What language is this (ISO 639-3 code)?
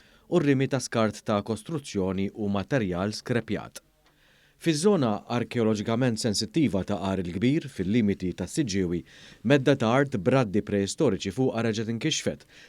mlt